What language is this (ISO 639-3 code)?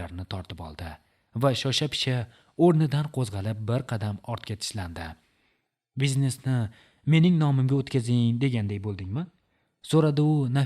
uzb